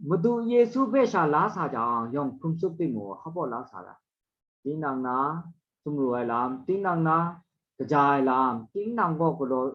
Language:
Kachin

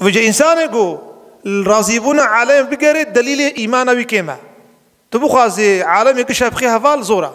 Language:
Kurdish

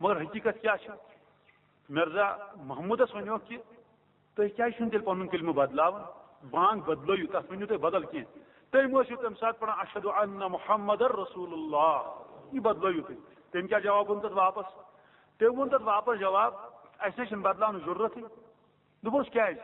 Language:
Kashmiri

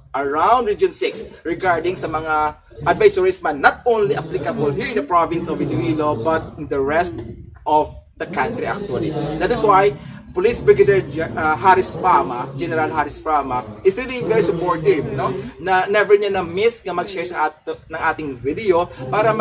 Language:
Hiligaynon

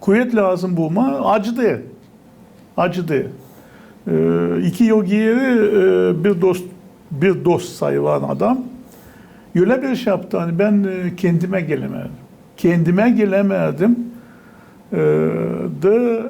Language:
Gagauz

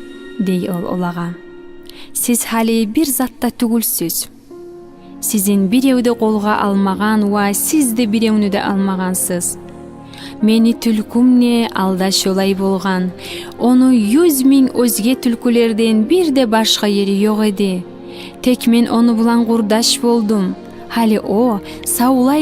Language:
Kumyk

